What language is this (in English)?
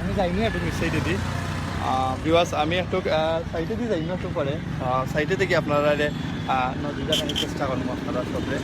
Sylheti